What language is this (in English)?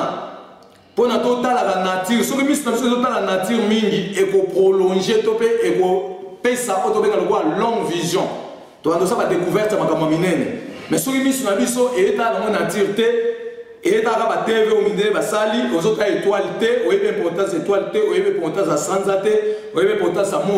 Lingala